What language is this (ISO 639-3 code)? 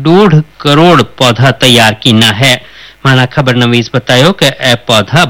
hin